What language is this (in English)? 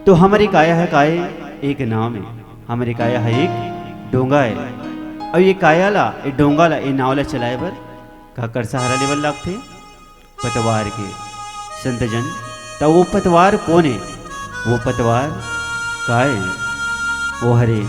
Chhattisgarhi